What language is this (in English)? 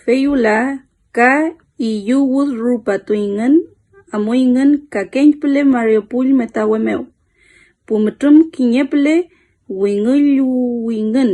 Mapuche